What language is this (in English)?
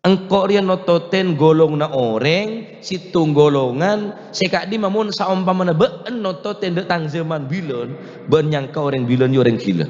Madurese